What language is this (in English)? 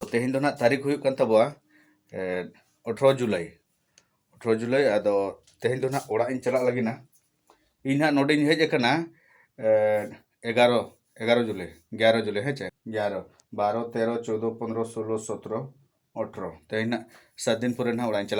Santali